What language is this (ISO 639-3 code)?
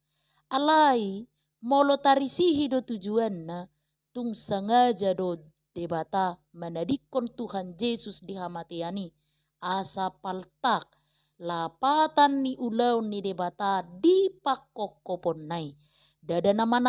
bbc